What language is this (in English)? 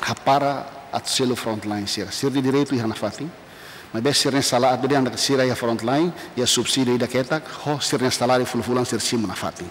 Tetum